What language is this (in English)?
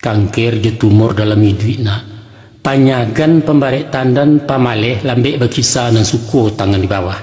Minangkabau